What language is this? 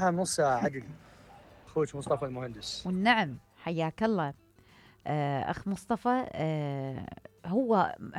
Mesopotamian Arabic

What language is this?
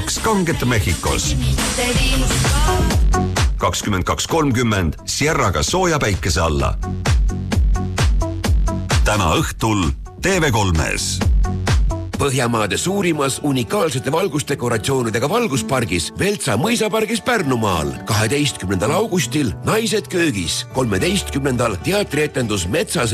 Estonian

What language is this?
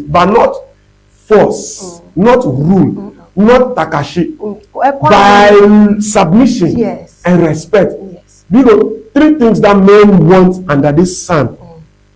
Ewe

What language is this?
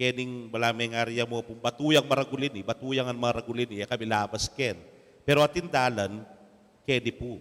Pampanga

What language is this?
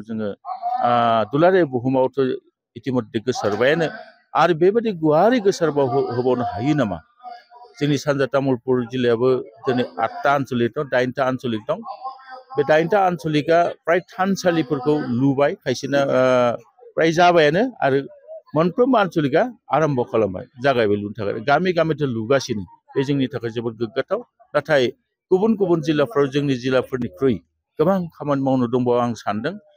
Bodo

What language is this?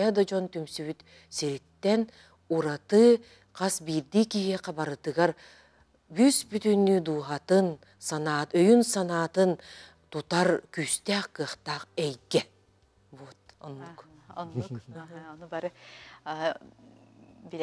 Yakut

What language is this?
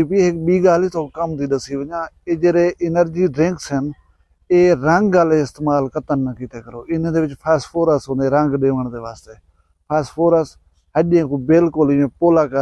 Saraiki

